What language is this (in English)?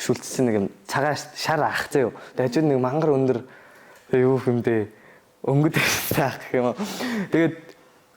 Mongolian